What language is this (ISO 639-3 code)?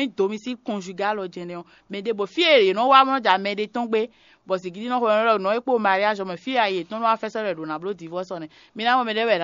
fon